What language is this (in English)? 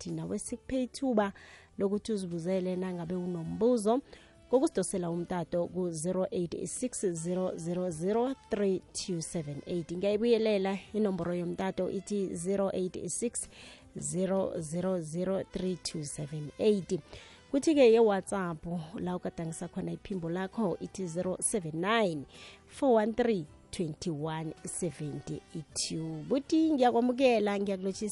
South Ndebele